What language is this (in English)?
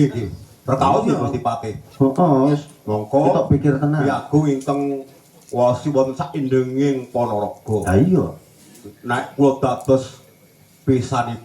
Javanese